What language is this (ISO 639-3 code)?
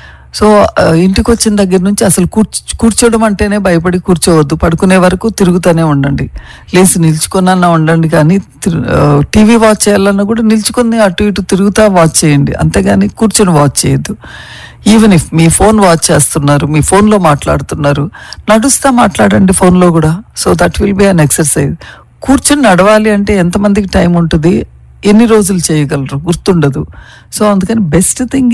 tel